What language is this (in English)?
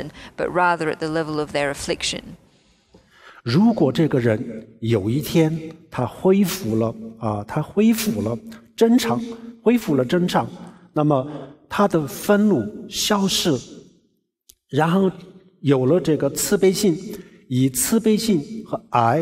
Chinese